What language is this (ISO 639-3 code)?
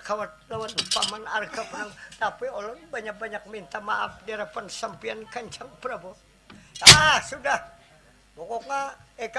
bjn